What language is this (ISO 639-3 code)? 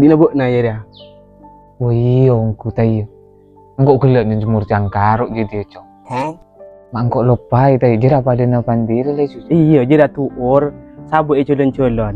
mad